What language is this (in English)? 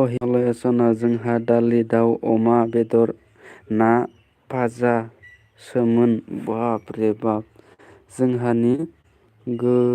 Bodo